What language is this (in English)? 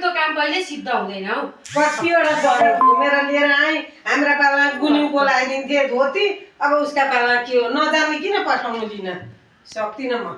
Nepali